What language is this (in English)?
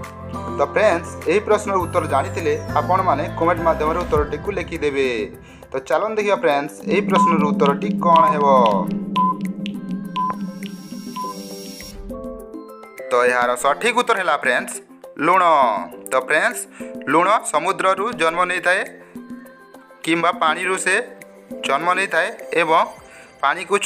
Odia